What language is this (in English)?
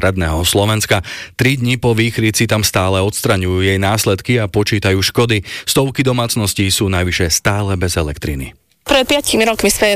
Slovak